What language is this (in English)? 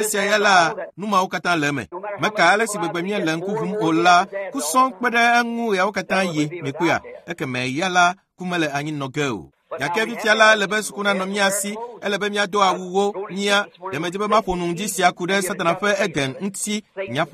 Ewe